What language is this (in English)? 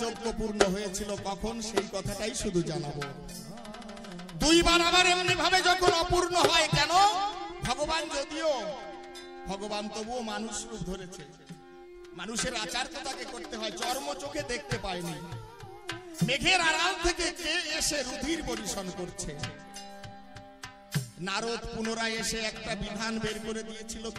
Bangla